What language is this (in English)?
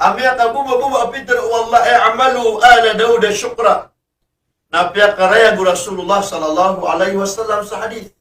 Maranao